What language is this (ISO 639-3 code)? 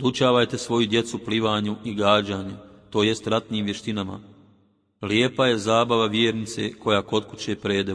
bos